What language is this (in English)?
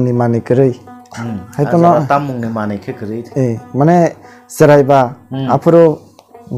Kok Borok